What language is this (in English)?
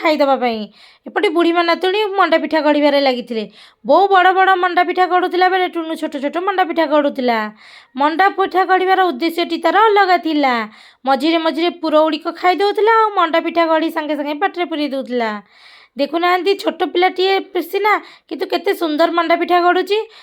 Odia